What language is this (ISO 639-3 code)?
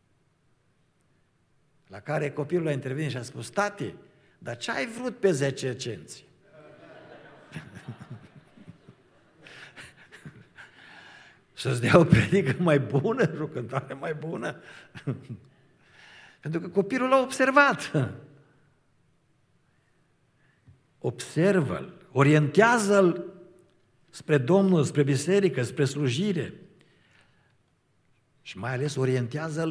ron